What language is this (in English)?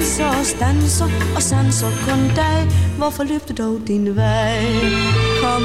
Danish